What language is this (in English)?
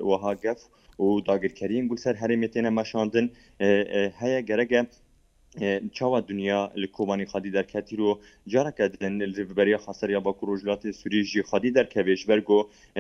Kurdish